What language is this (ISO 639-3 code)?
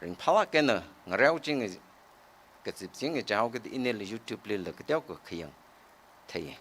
nmf